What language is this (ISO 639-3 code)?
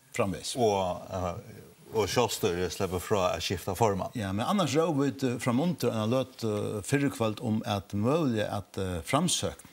fao